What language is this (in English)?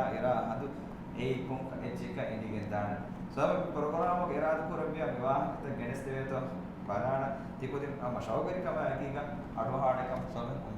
Divehi